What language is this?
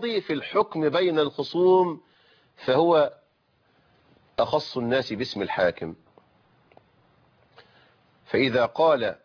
Arabic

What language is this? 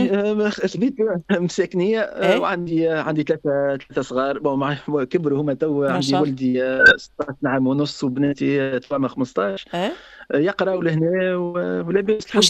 Tunisian Arabic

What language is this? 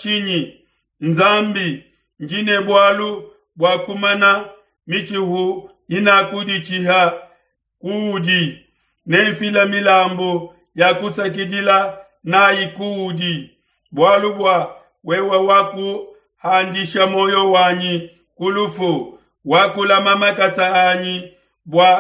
Luba-Lulua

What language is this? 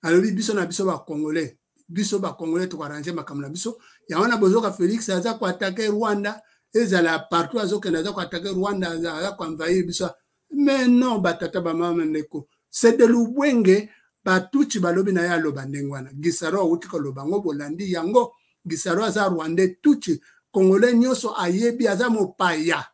Lingala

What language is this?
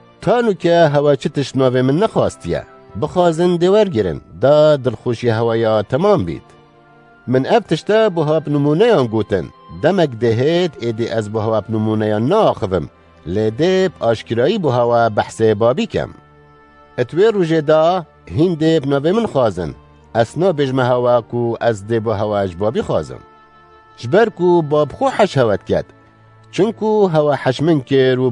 Kurdish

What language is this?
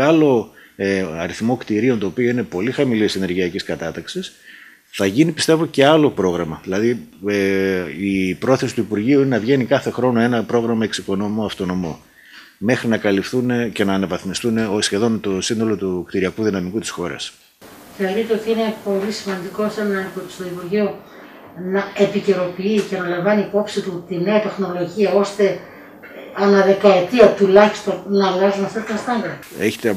Greek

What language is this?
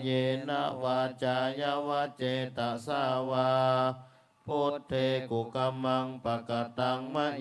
Pali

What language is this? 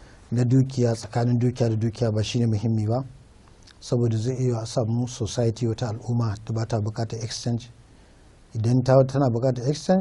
Hausa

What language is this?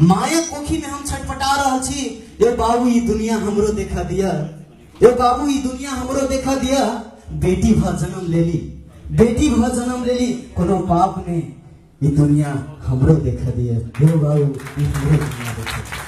Maithili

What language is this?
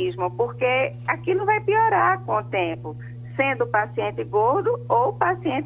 Portuguese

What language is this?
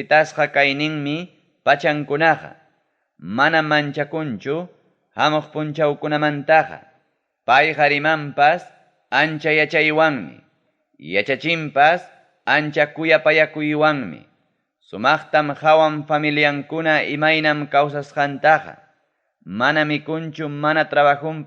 Ayacucho Quechua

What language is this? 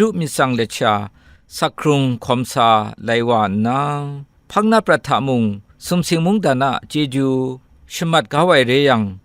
Kachin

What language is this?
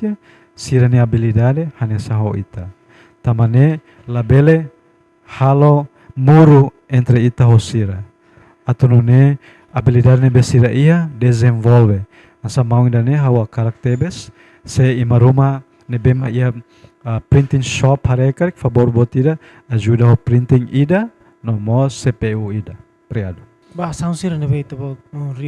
Tetum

